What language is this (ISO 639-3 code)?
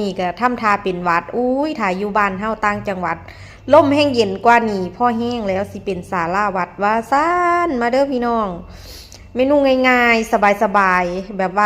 tts